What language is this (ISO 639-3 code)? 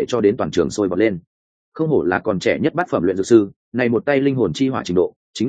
vie